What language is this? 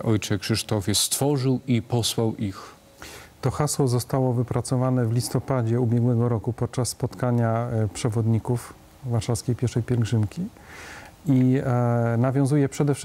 Polish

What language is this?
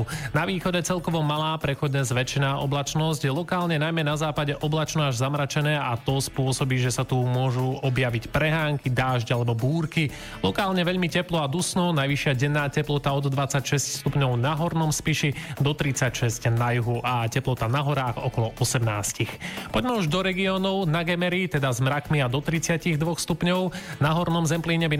Slovak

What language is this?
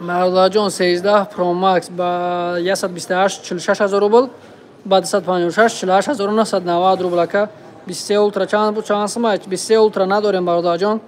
Tajik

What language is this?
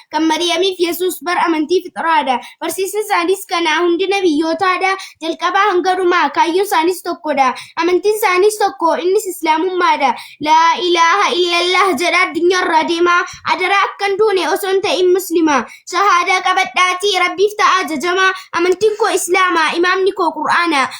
Oromo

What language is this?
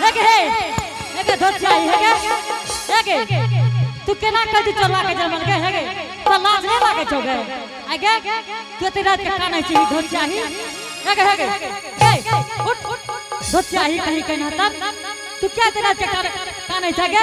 Angika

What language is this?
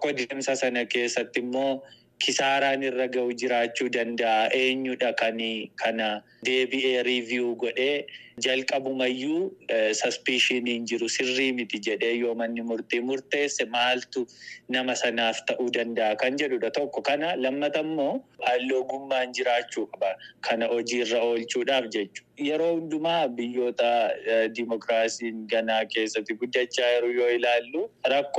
Oromo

